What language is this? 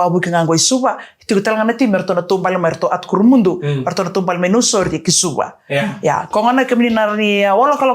Fijian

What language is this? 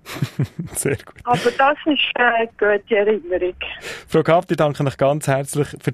German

